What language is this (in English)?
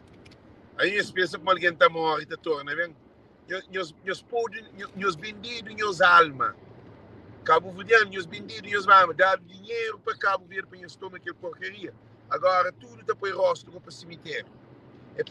Kabuverdianu